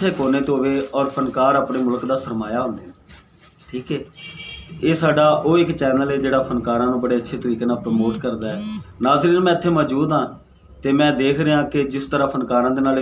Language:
Saraiki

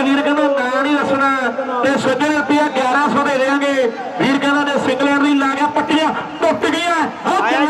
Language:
Punjabi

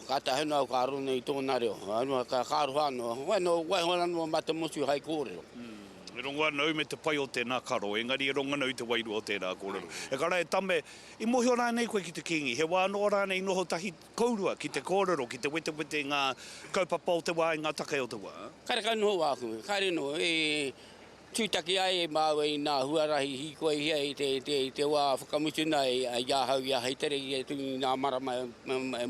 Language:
Māori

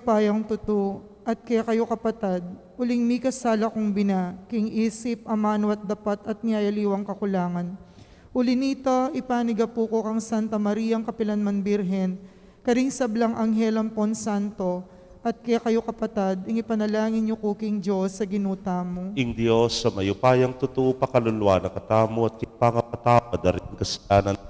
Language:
Pampanga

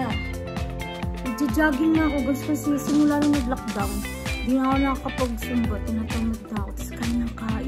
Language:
Filipino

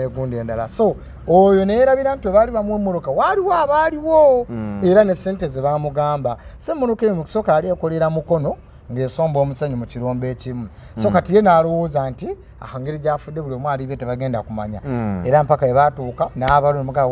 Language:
Ganda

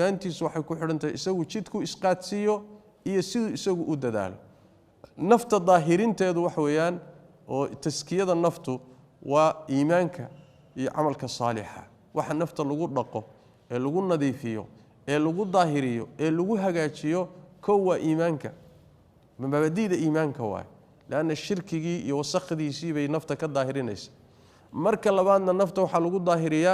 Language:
Somali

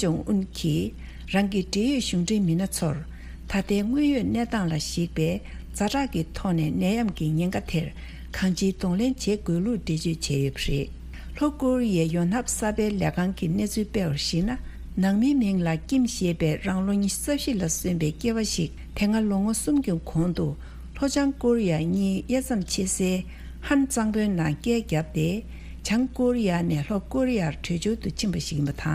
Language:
Tibetan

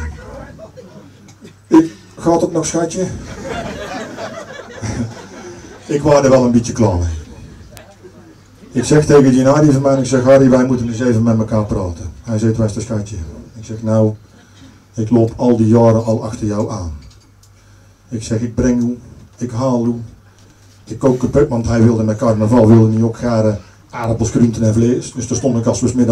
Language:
Dutch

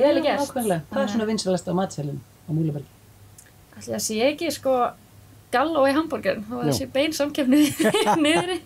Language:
Icelandic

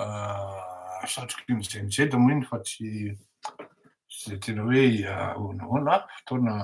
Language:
Malagasy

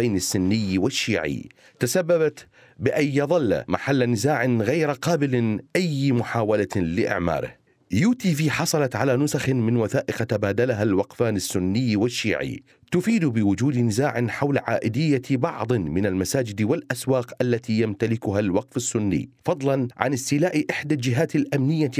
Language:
Mesopotamian Arabic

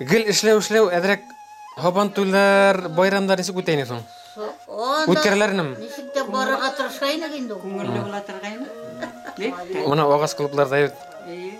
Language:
Bashkir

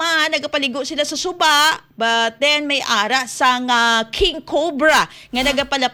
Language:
Hiligaynon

